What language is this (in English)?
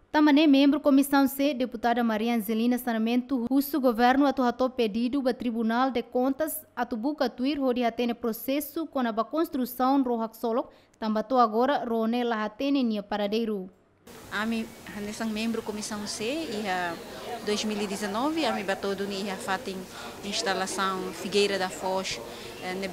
Tetum